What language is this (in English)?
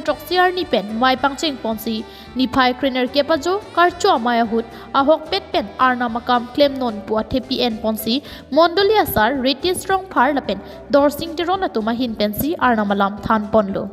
Karbi